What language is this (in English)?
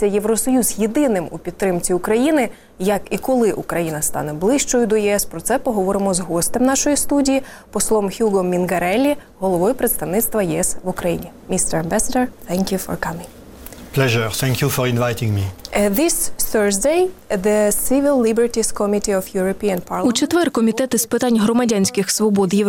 Ukrainian